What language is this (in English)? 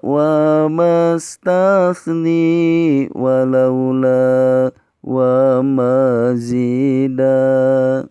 Sundanese